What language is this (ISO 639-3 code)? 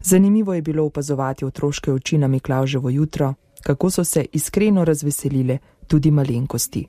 slv